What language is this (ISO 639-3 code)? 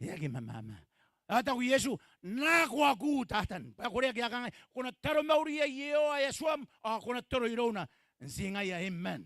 gil